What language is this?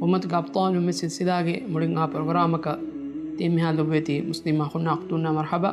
Divehi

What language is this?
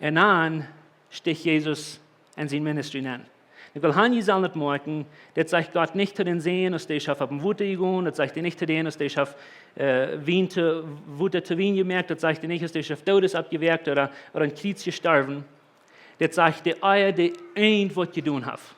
Plautdietsch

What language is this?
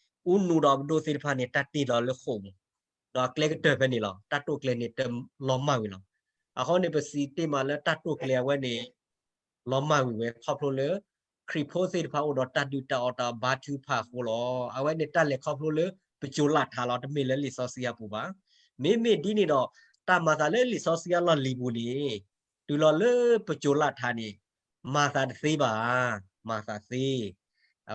S'gaw Karen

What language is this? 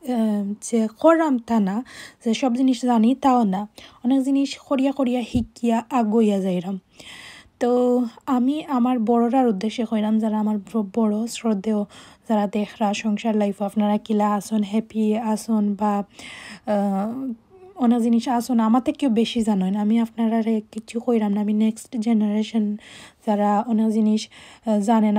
Sylheti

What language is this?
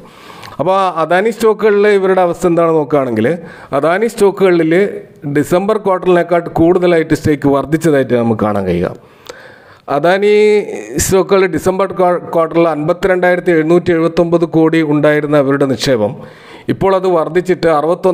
Malayalam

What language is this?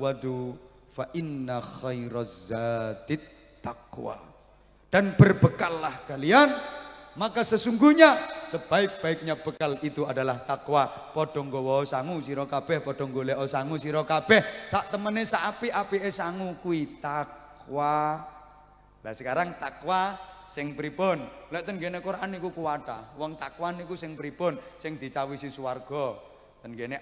Javanese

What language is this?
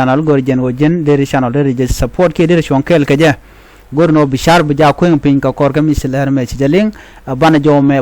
Nuer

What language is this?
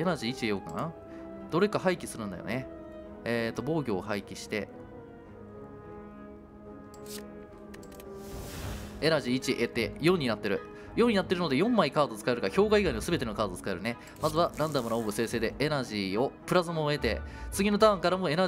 Japanese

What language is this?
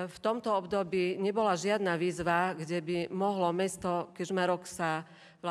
Slovak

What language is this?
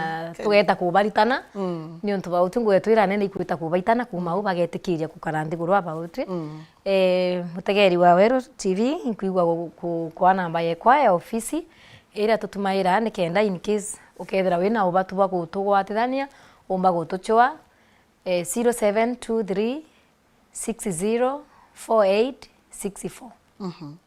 Meru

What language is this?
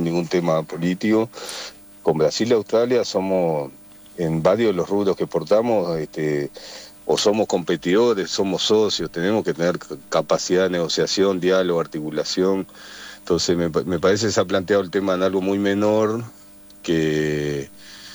Spanish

